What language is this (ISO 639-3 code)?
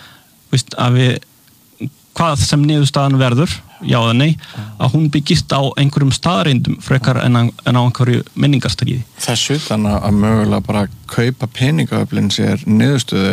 isl